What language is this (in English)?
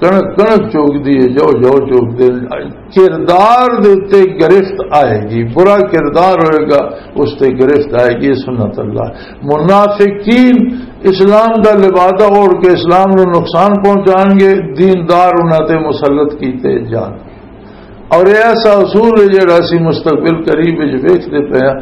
Western Panjabi